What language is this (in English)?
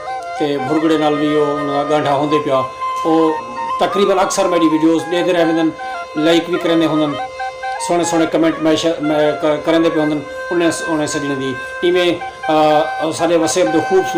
Saraiki